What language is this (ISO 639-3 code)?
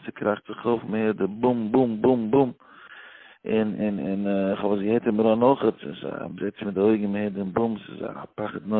yid